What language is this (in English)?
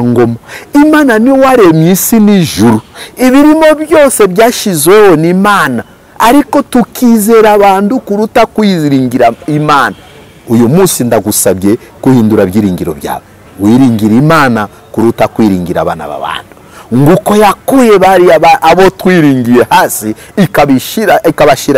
Kinyarwanda